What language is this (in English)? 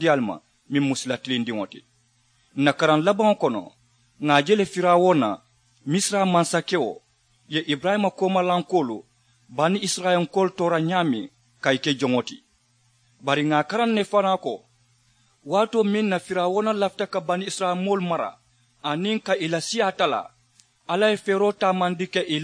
Mandingo